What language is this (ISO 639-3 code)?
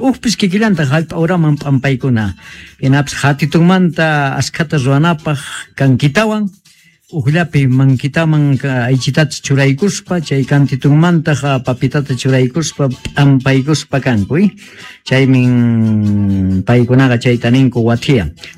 quh